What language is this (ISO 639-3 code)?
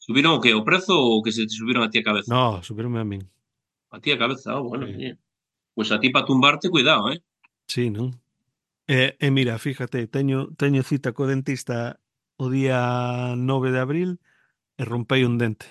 glg